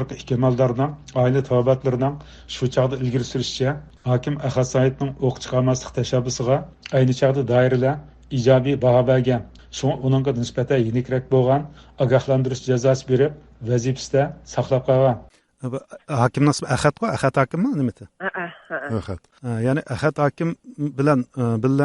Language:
Uyghur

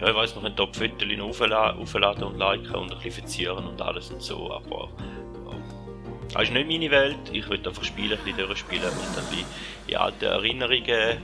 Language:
Swiss German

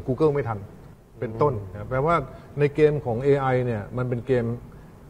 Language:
Thai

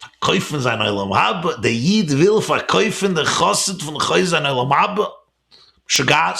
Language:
Yiddish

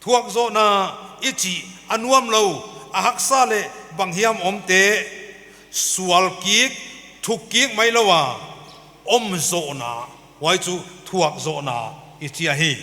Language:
Paite Chin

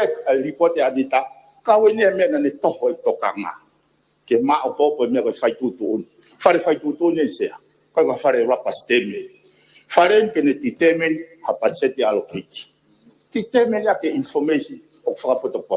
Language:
Tongan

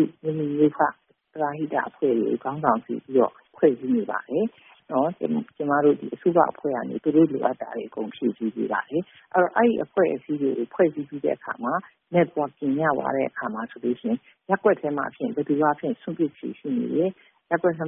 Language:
Burmese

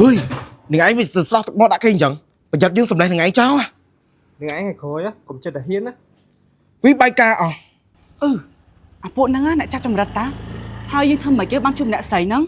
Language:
Khmer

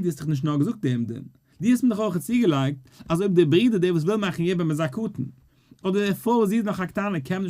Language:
Yiddish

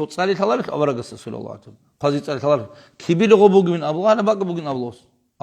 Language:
Avaric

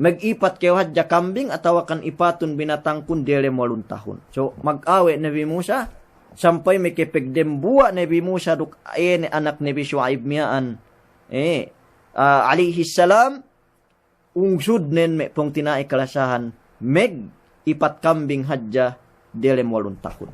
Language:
Yakan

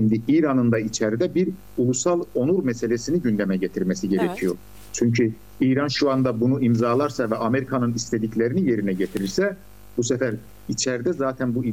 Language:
Turkish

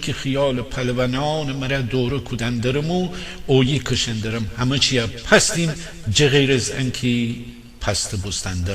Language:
Gilaki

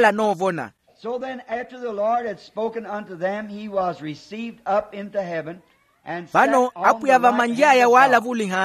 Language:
Makhuwa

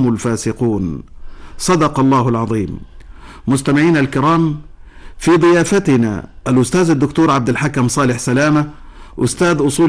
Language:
Arabic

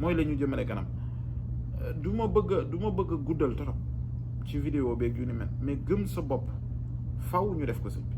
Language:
Wolof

